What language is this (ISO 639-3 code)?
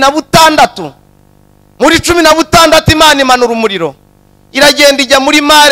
kin